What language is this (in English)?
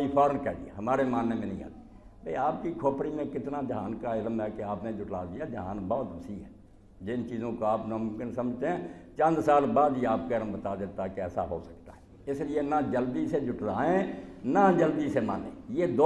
Urdu